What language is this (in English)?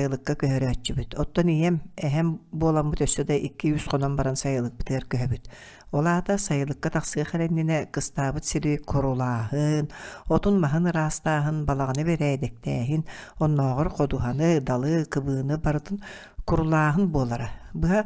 Yakut